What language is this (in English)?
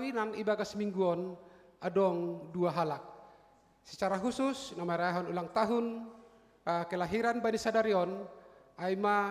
Batak Simalungun